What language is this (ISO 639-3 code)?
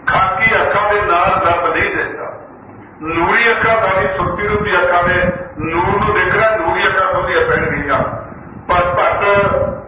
pan